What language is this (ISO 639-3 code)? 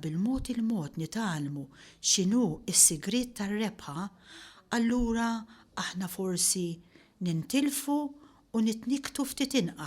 mlt